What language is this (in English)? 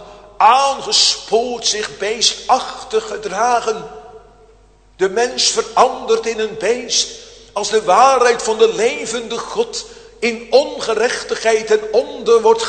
Dutch